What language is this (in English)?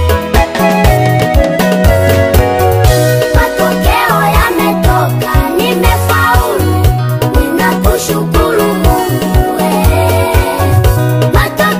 Swahili